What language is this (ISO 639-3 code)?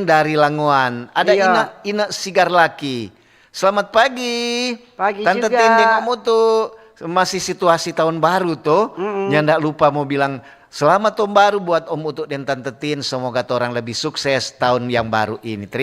xmm